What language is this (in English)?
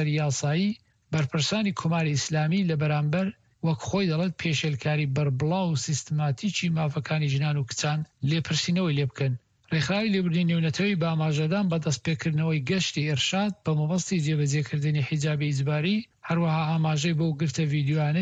Central Kurdish